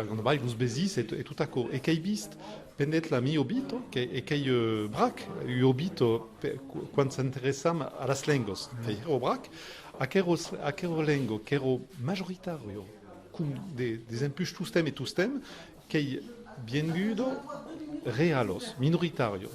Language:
Occitan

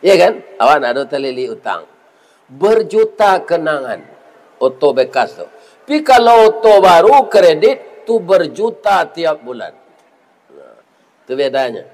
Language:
Minangkabau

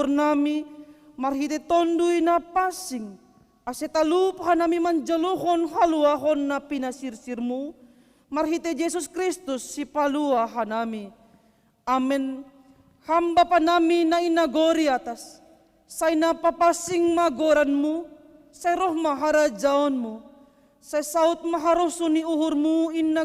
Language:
Batak Simalungun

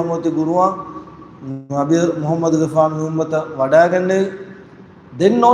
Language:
Divehi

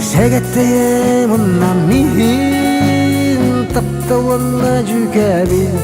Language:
Yakut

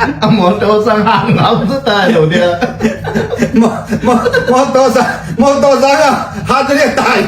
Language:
Tedim Chin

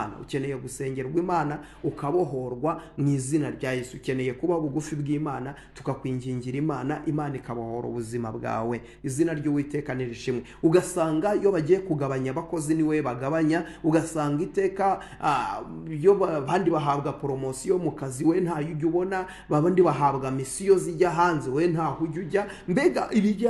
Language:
Kinyarwanda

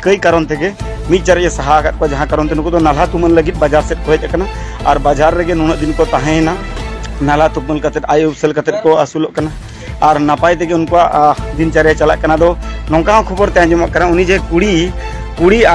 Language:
Santali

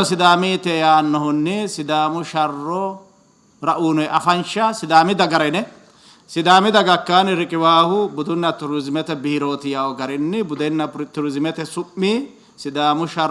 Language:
Sidamo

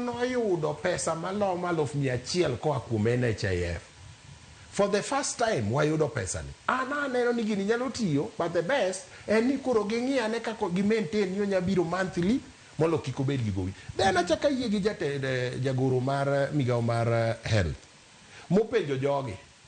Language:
Luo (Kenya and Tanzania)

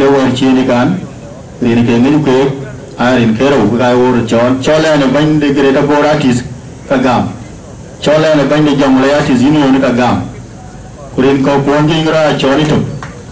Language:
Dinka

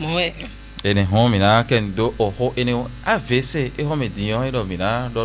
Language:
Fon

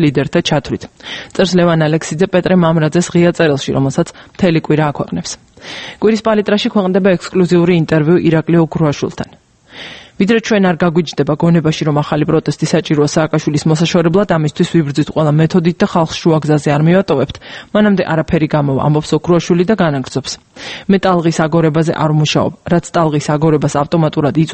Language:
Georgian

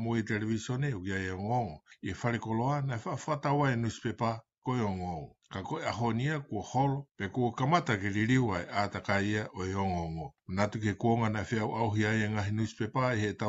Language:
Tongan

